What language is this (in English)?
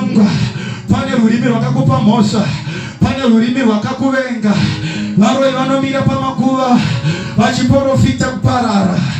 Shona